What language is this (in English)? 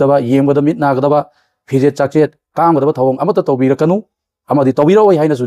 Manipuri